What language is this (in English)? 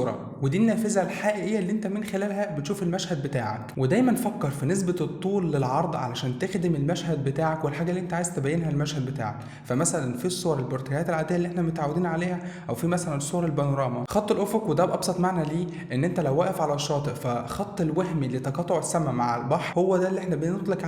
Egyptian Arabic